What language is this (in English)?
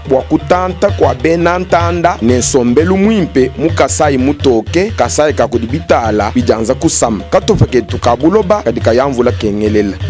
Luba-Lulua